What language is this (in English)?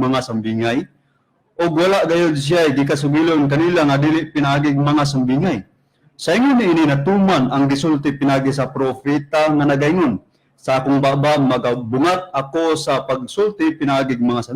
Cebuano